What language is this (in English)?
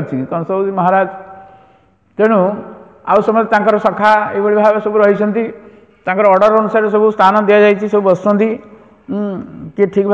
Odia